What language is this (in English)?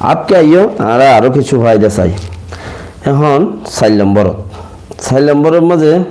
Rohingya